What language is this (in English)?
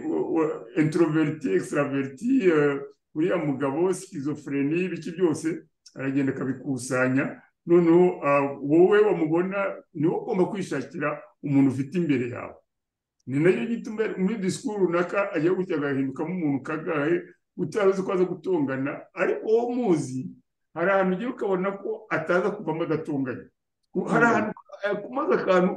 Kinyarwanda